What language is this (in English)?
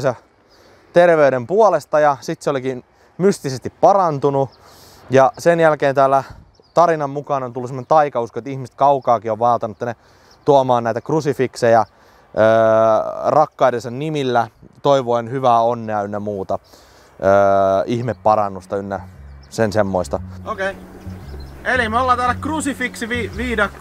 Finnish